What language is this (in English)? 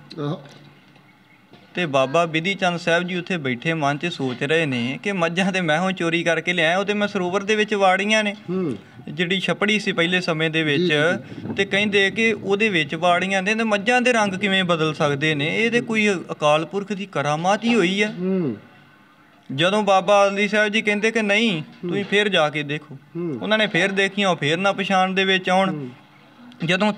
Punjabi